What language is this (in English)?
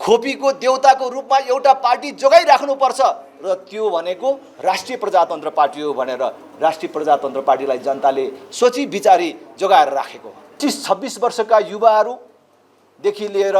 Nepali